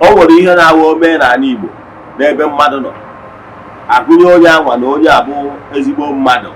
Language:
Igbo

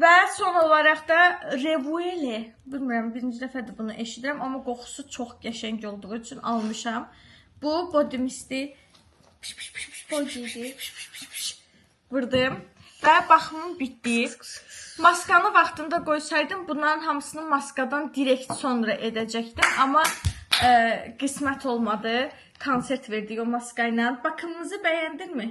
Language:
Azerbaijani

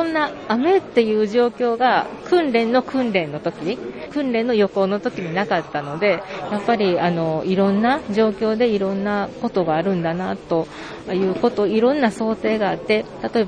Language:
Japanese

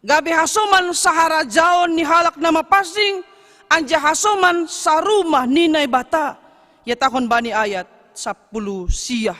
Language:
Batak Simalungun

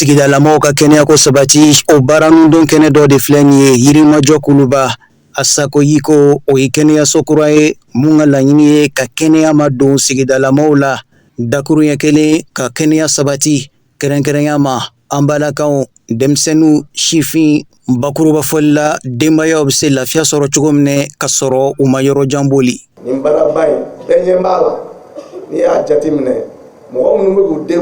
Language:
Bambara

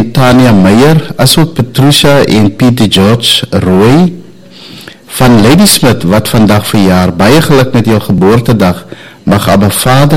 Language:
Afrikaans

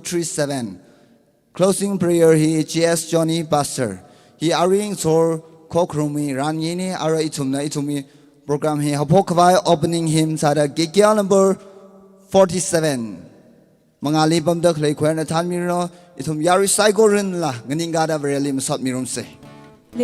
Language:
Tangkhul Naga (India)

